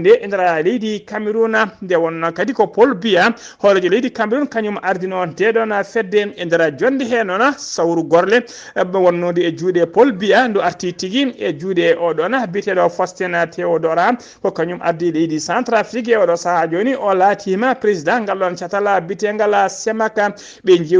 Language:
Fula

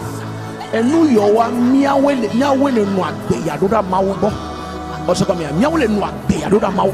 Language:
Ewe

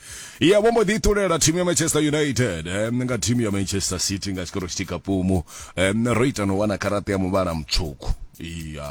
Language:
Venda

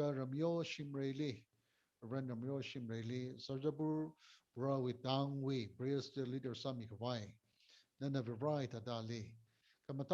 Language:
Tangkhul Naga (India)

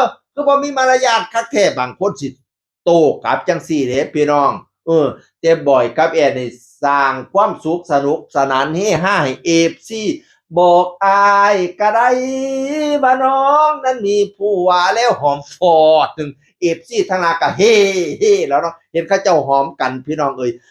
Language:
Northeastern Thai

